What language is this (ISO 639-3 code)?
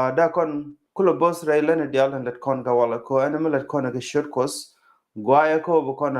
nus